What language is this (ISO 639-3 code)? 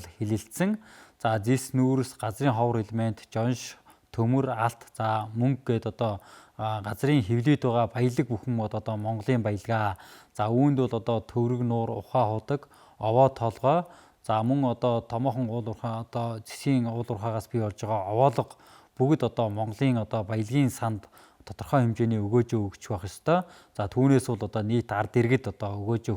mon